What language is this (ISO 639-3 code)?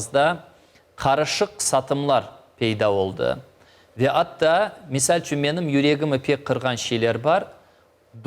crh